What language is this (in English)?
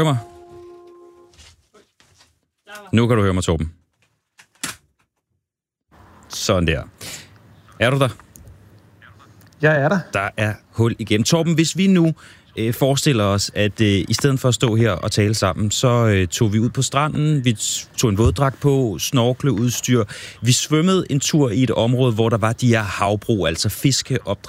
Danish